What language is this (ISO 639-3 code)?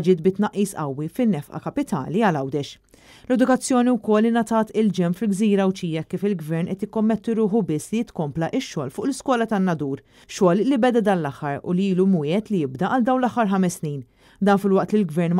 mlt